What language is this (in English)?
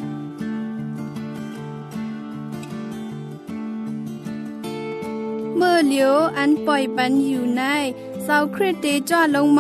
Thai